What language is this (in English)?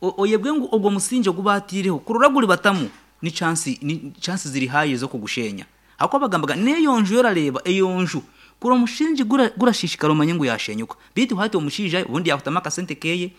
Nyankole